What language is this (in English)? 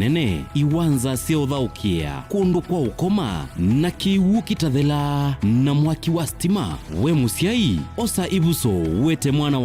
Kamba